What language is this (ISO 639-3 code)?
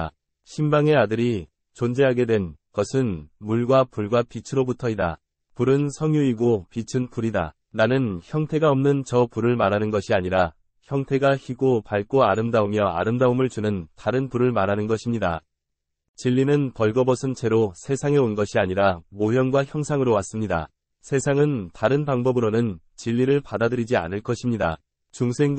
kor